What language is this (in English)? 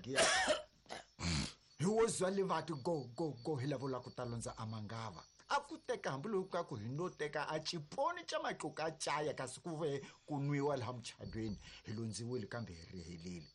Tsonga